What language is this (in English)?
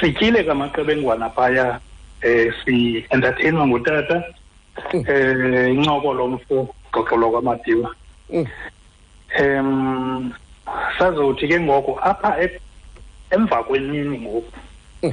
Xhosa